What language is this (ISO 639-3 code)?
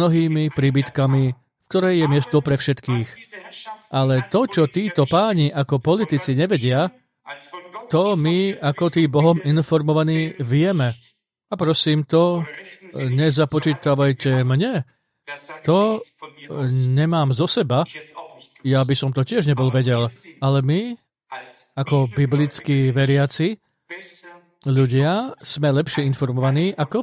slk